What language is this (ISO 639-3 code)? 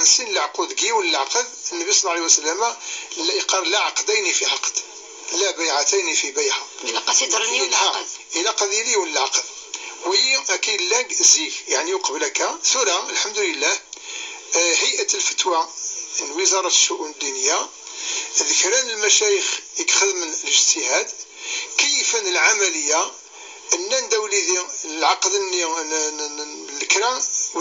kab